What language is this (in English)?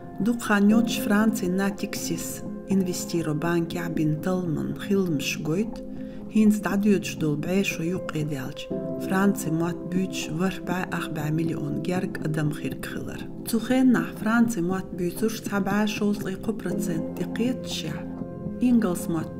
Chechen